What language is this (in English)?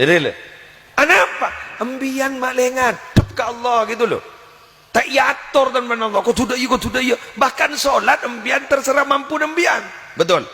Madurese